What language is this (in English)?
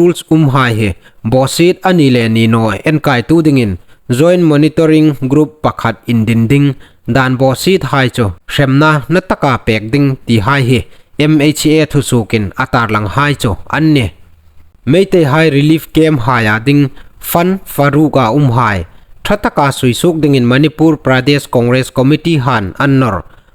Hmar